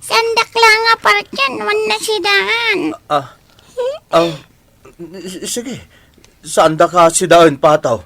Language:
Iloko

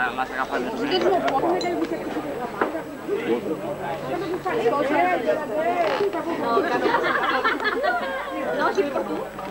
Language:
Catalan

